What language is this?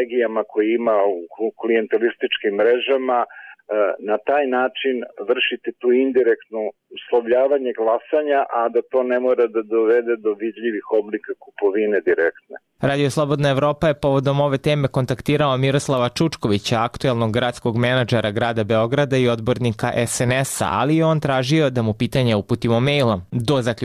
Serbian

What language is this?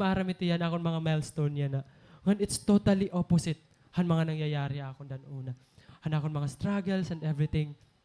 Waray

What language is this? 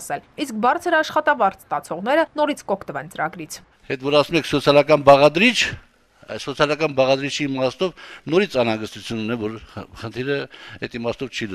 Armenian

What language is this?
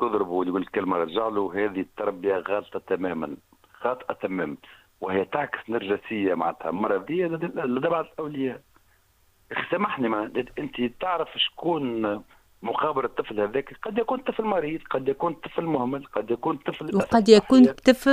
Tunisian Arabic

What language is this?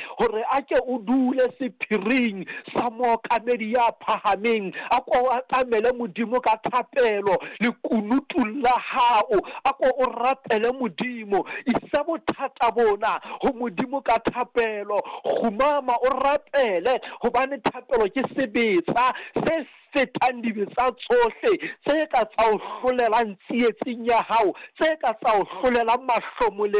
Southern Sotho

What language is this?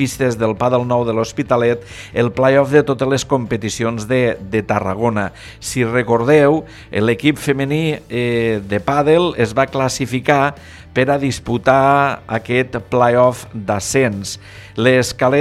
Catalan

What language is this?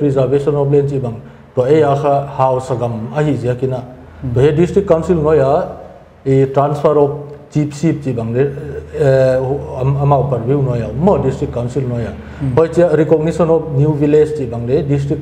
Paite Chin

